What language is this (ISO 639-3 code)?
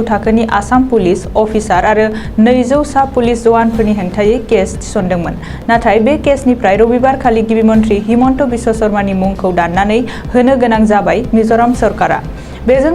brx